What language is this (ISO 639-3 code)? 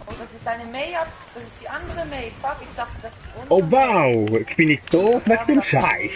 gsw